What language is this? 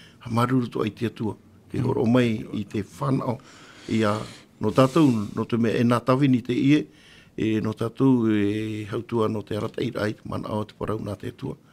Tahitian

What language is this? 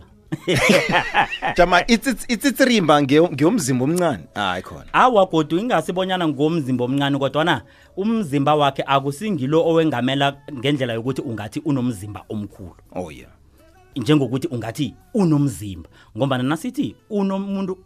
South Ndebele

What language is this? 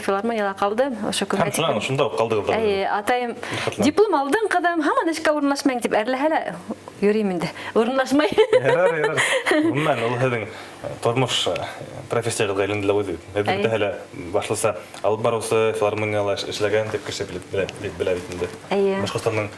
Bashkir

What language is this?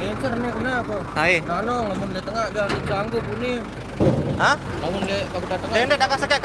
Sasak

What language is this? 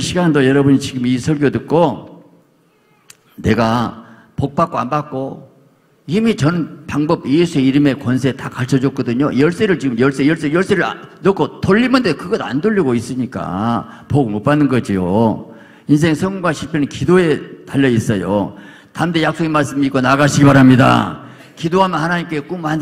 Korean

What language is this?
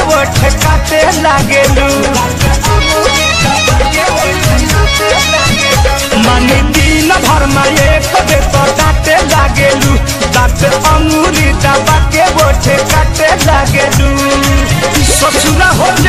Bhojpuri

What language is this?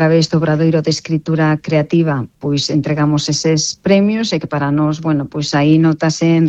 Galician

